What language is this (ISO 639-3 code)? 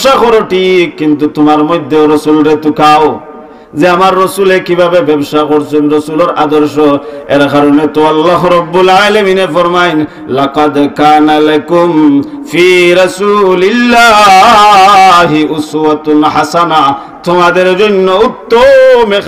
syl